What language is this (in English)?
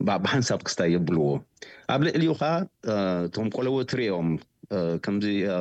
Tigrinya